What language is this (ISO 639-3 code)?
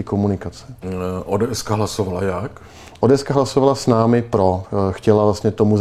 ces